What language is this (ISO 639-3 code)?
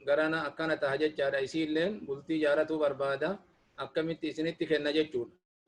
orm